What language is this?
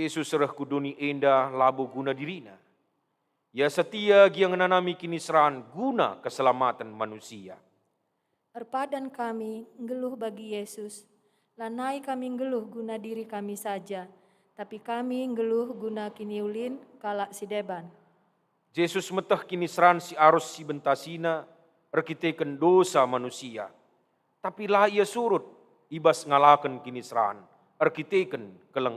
Batak Karo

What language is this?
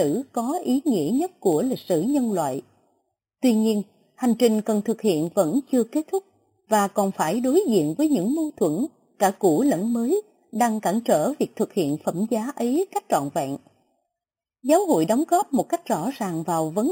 Vietnamese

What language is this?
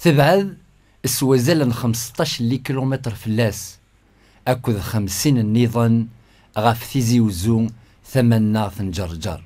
Kabyle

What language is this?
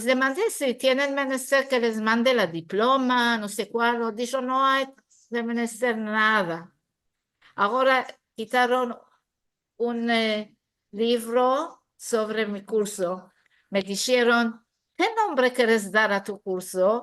Ladino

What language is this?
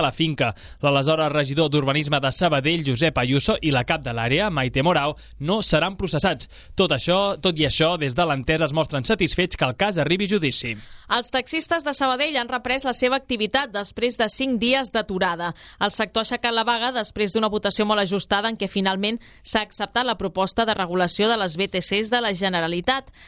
Catalan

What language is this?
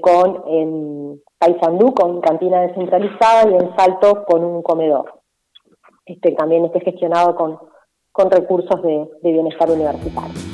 Spanish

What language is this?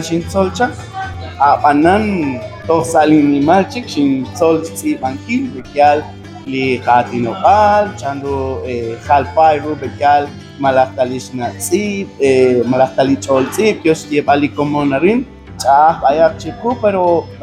Kekchí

